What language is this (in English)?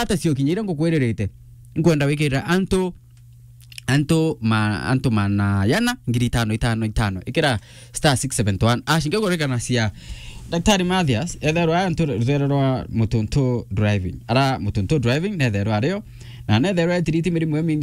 Meru